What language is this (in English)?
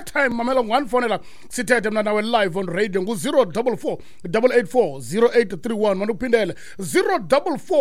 Xhosa